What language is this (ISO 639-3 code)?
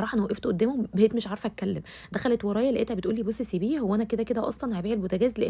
arz